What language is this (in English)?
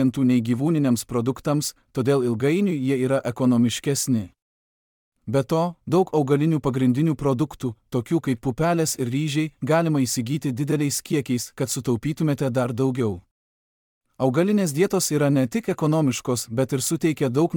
Lithuanian